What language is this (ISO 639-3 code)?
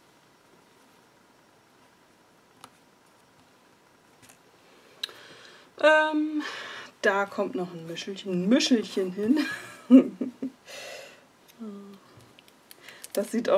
deu